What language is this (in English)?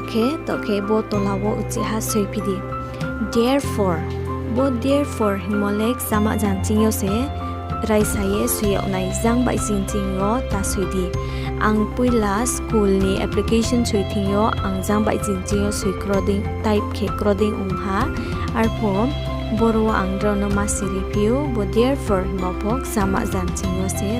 Riang (India)